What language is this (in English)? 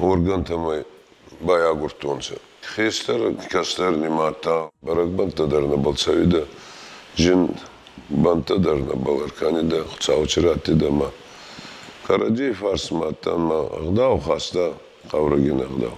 Ossetic